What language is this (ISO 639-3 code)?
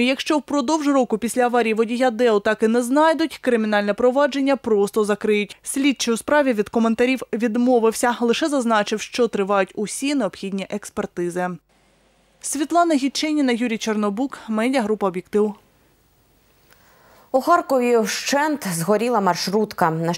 ukr